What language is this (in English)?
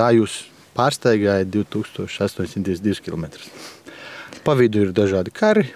Latvian